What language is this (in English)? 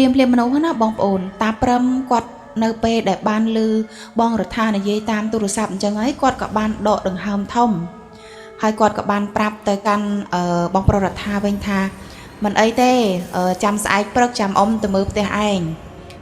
Khmer